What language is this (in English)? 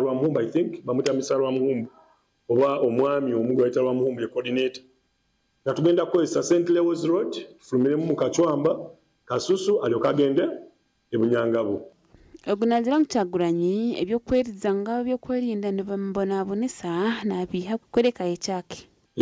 Nyankole